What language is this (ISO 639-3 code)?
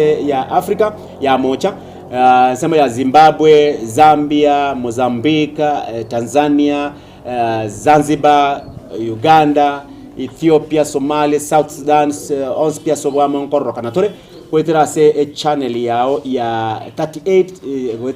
guz